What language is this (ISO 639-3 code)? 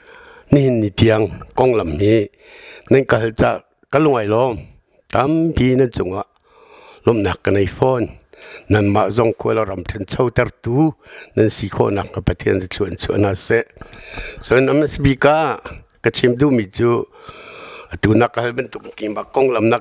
cnh